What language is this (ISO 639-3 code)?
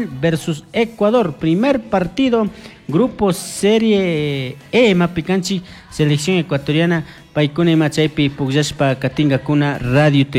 qug